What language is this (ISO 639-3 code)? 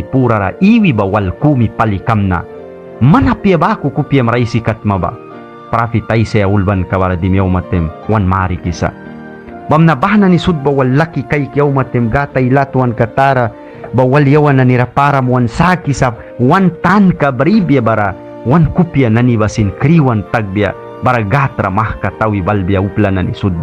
miq